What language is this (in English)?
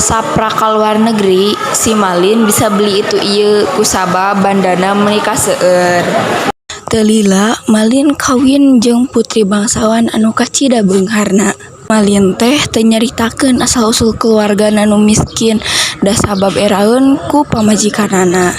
Sundanese